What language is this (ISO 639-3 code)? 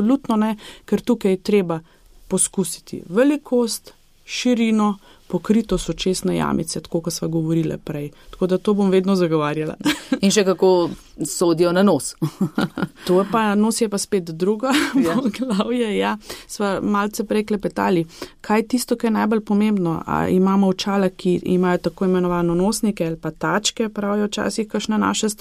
slv